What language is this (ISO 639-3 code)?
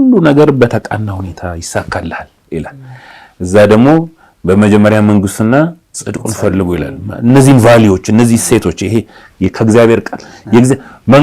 amh